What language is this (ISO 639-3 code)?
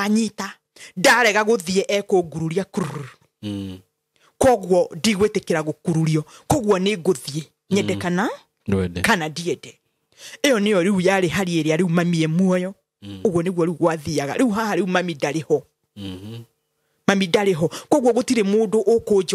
kik